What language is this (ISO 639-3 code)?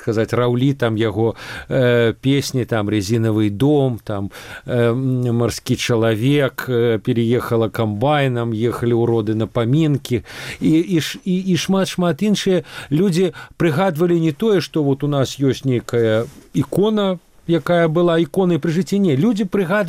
bel